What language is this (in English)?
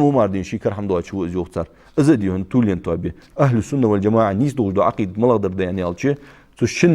Ingush